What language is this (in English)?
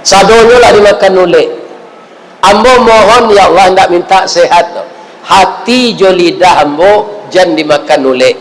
Minangkabau